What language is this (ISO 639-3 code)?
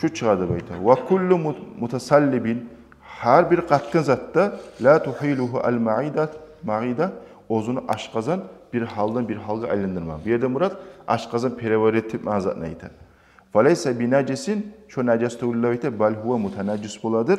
kum